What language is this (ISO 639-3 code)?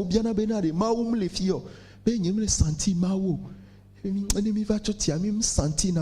ewe